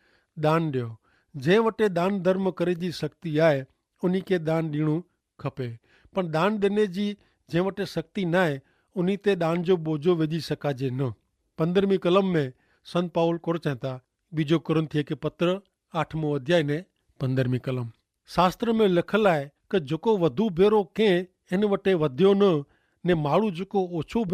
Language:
Kachhi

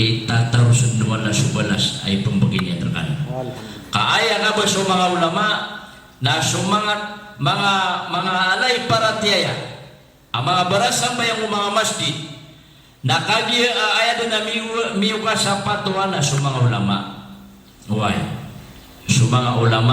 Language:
Maranao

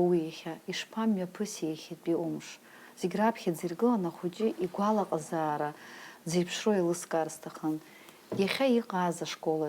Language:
Abkhazian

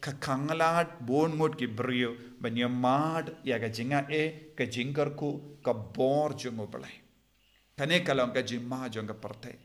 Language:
Khasi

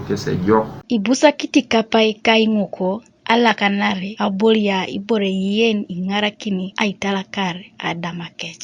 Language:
Teso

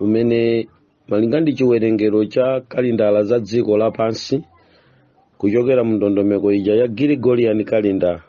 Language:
Nyanja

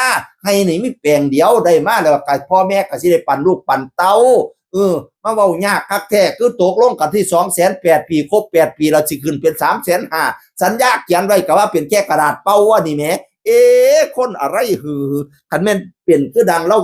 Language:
Northeastern Thai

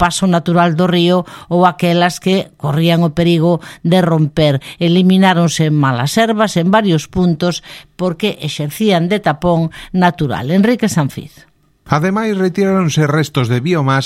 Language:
Galician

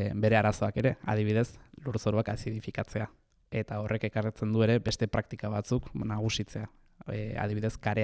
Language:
Basque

